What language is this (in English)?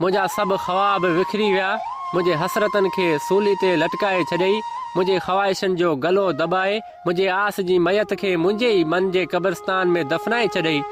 Sindhi